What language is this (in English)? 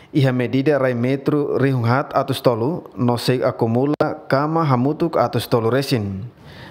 Tetum